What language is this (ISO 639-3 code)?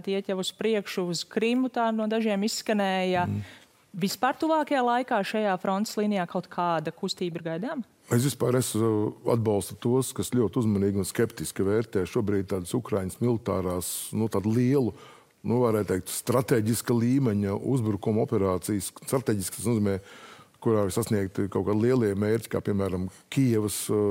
lav